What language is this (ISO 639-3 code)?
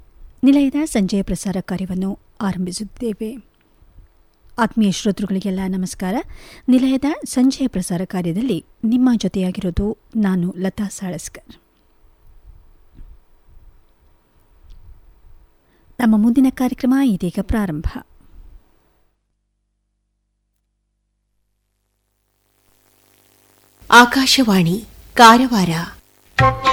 kan